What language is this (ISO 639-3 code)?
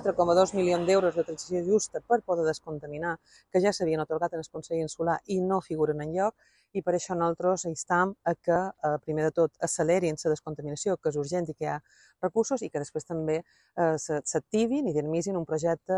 cat